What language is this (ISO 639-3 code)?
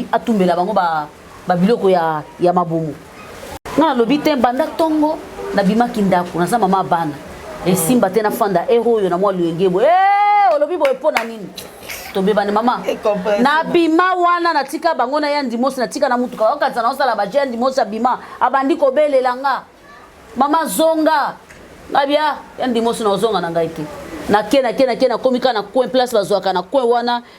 lin